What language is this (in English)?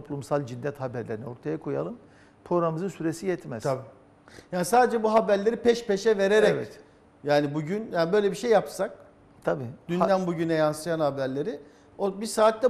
Turkish